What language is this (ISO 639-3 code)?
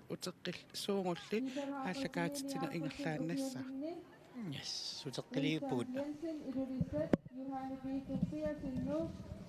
kal